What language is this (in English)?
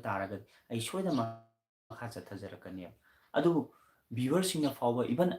Manipuri